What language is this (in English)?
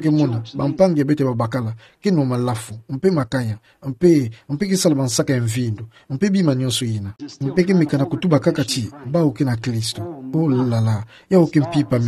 Kituba (Democratic Republic of Congo)